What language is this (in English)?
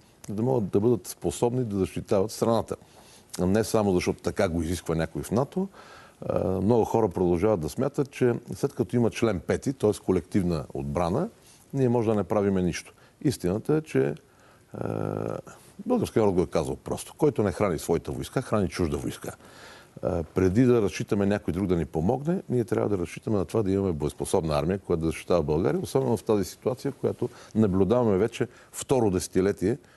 Bulgarian